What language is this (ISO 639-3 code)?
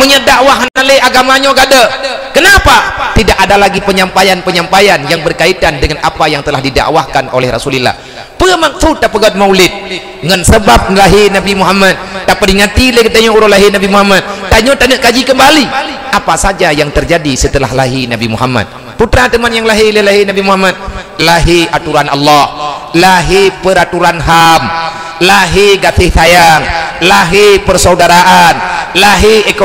ace